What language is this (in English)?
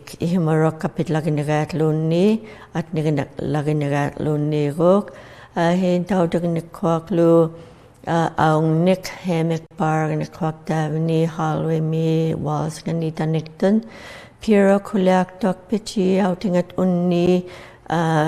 Inuktitut